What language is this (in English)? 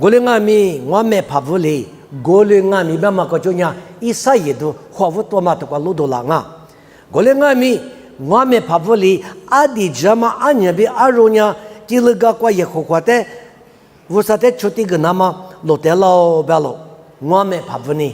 Lisu